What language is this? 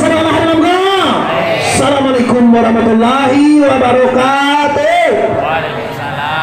Minangkabau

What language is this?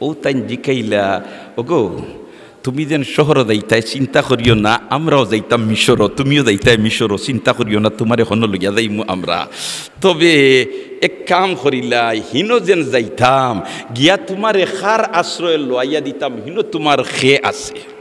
Sylheti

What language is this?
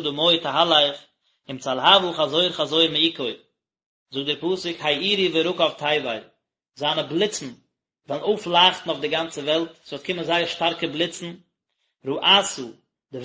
Yiddish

